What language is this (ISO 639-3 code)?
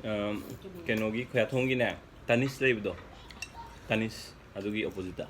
mni